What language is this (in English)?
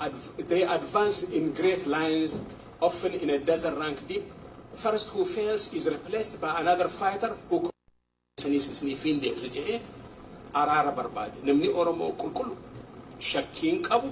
Oromo